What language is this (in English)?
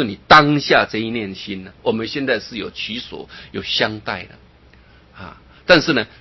Chinese